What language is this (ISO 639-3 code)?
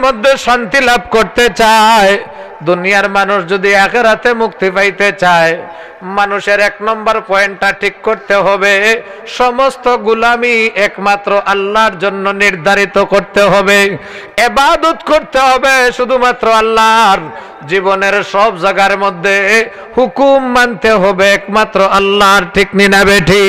syl